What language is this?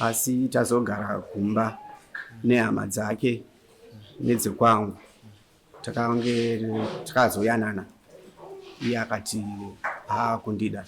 Shona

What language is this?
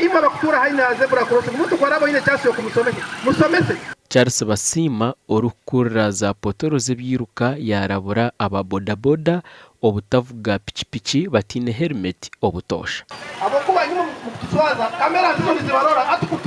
Nyankole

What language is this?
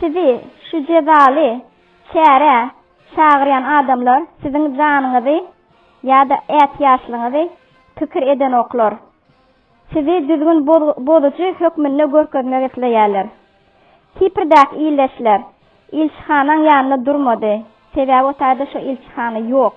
Turkmen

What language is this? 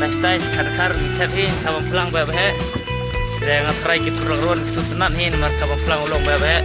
Khasi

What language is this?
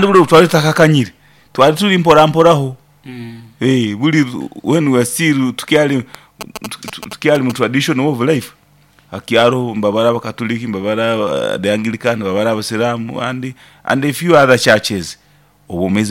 Nyoro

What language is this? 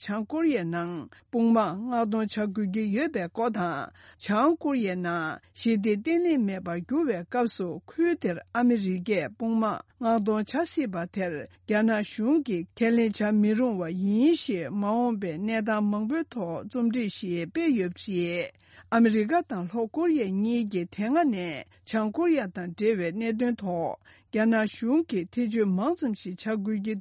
Tibetan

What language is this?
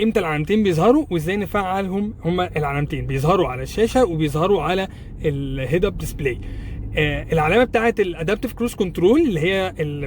Egyptian Arabic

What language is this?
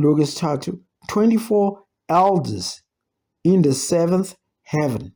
Zulu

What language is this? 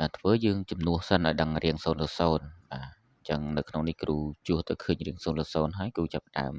Khmer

